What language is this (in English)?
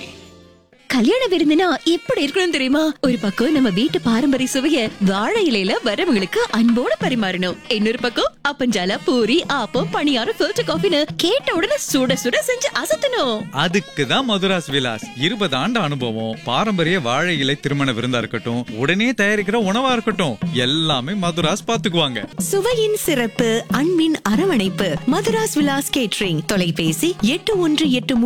Tamil